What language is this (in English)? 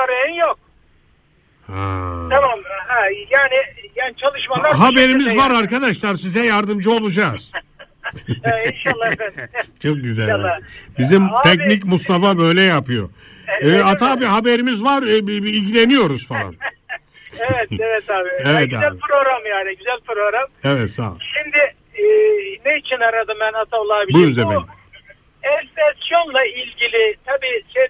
Turkish